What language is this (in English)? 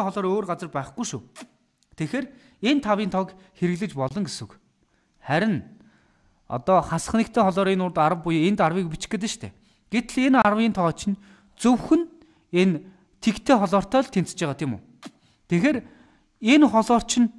Mongolian